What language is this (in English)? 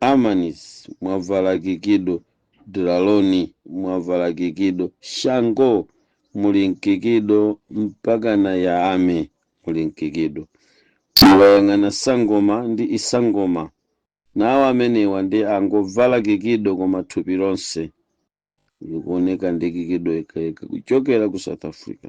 Nyanja